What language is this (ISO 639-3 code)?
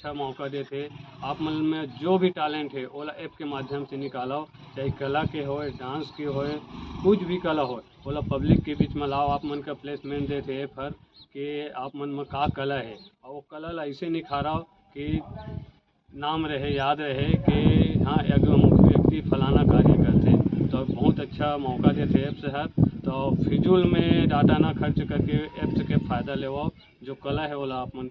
hne